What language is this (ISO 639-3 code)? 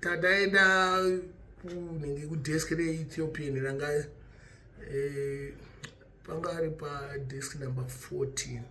sna